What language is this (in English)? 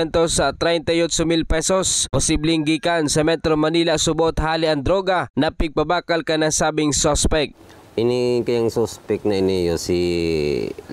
Bikol